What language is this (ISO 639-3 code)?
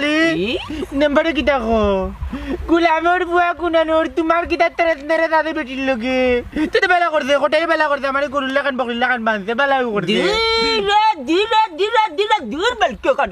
syl